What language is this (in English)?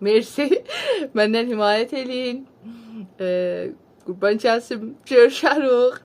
South Azerbaijani